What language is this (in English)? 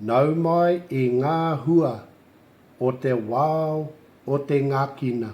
Māori